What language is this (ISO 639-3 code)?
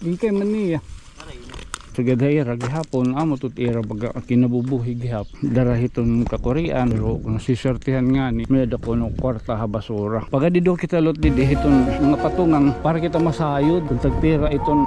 war